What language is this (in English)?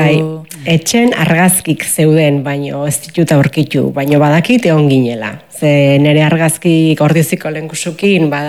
Basque